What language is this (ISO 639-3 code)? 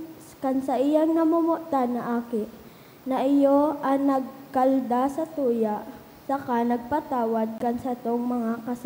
bik